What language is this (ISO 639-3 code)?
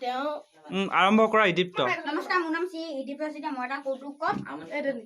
asm